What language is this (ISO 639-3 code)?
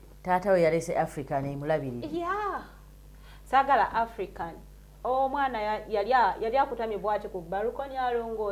lug